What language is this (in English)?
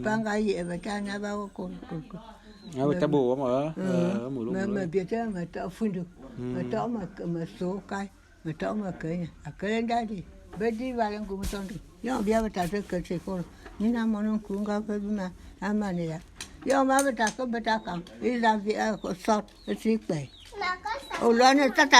Bulu